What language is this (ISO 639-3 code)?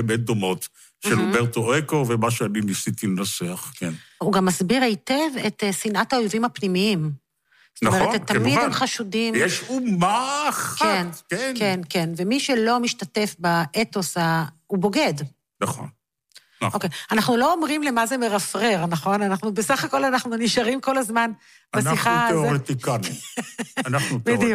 heb